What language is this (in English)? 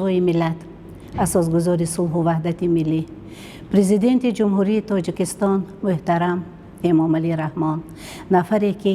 Tajik